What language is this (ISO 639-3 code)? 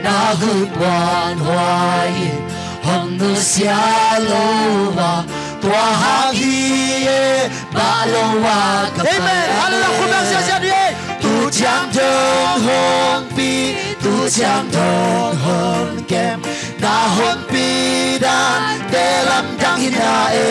ctd